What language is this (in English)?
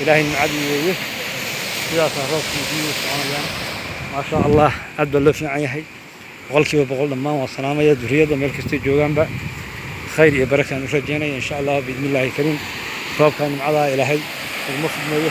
Somali